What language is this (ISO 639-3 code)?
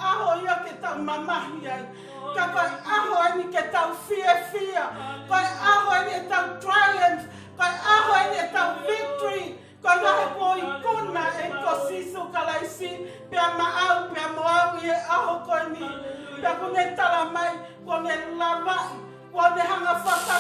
ton